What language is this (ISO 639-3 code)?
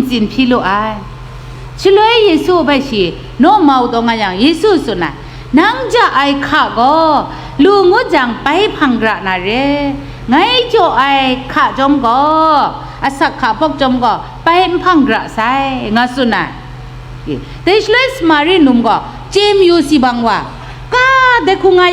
kac